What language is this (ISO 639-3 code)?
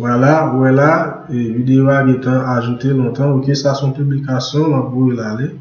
hat